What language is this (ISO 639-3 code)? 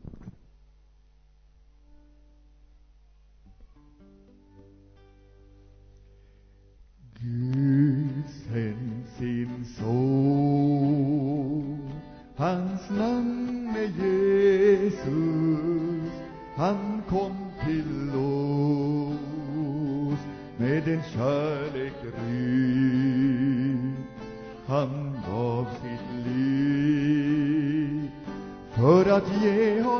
swe